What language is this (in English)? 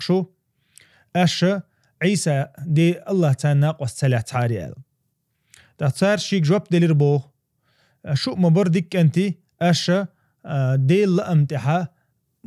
Chechen